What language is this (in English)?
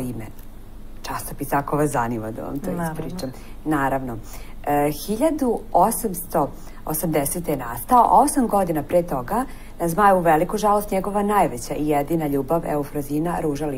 Serbian